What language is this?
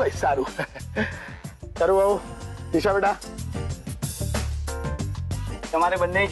Gujarati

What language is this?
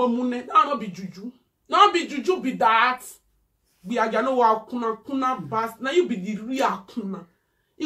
Nigerian Pidgin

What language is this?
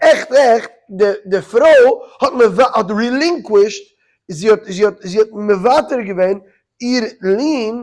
Yiddish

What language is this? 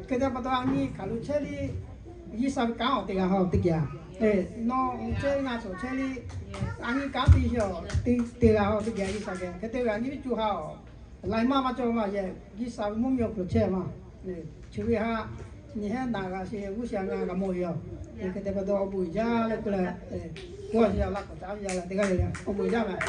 Lahu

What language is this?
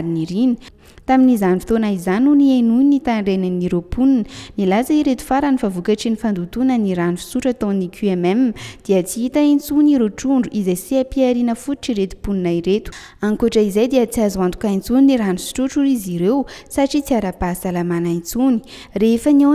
Malagasy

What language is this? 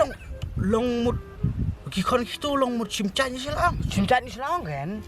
Khasi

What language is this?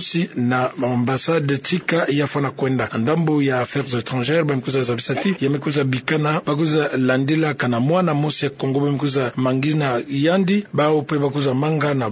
Kituba (Democratic Republic of Congo)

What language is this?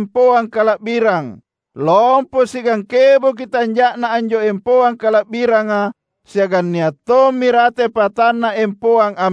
Makasar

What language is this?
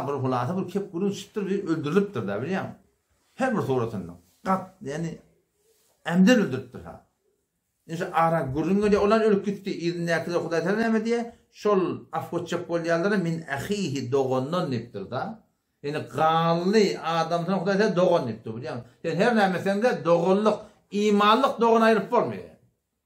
Turkmen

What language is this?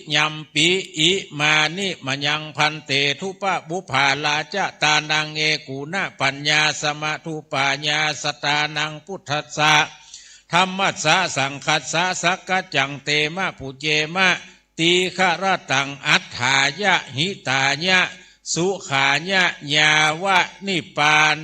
Pali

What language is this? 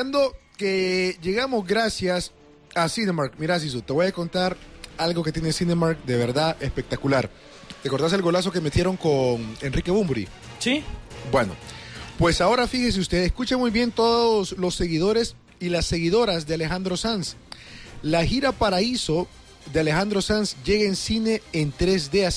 Spanish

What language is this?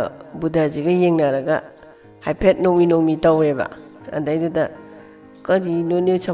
Manipuri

